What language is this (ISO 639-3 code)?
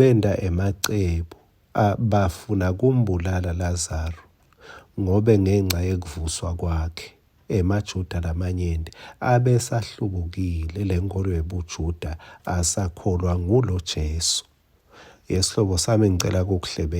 ssw